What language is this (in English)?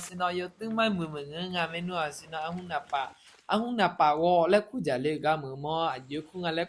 Akha